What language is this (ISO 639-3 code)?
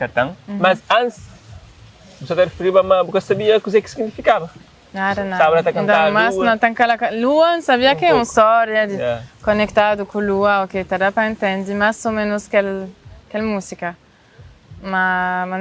kea